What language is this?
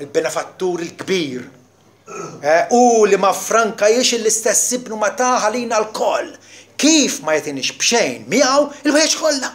Maltese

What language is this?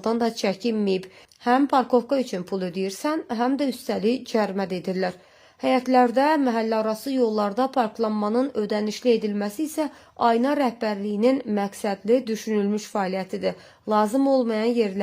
Azerbaijani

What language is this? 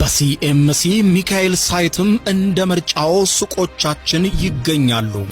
Amharic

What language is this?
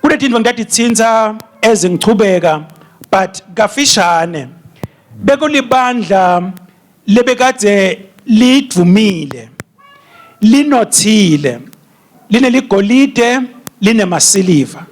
Swati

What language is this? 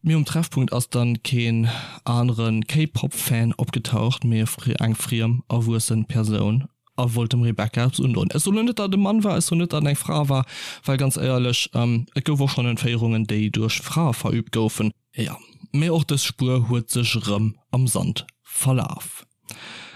Luxembourgish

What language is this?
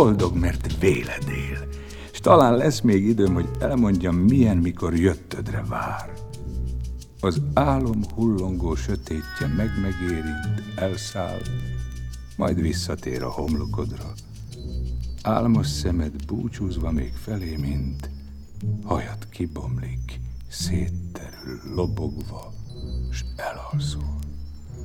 Hungarian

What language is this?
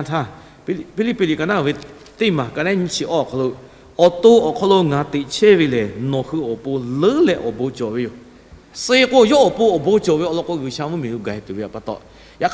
Lahu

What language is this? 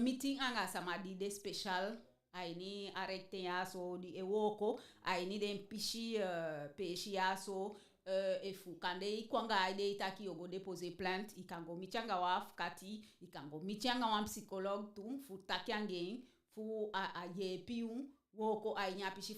Eastern Maroon Creole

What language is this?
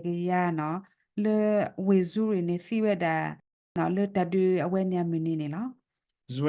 S'gaw Karen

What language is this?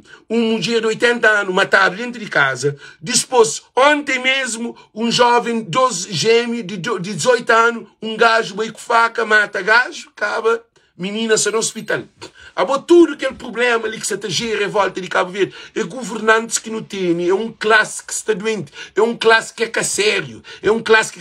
Kabuverdianu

